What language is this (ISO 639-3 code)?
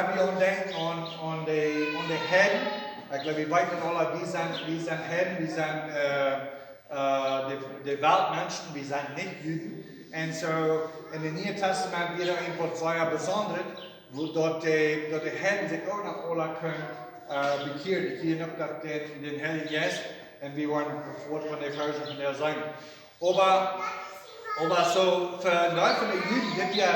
pdt